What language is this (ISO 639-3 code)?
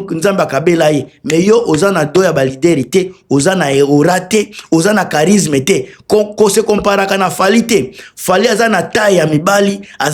lin